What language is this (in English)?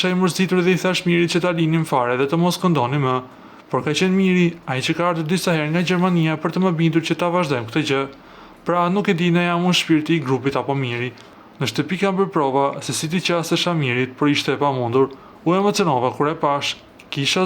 Albanian